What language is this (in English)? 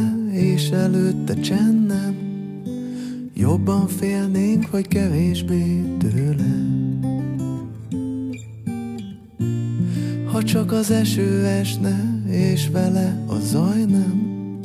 Hungarian